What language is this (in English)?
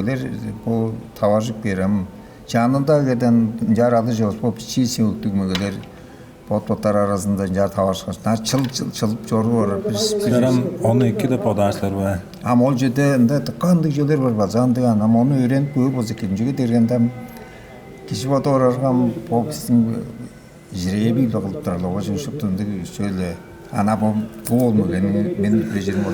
Tuvinian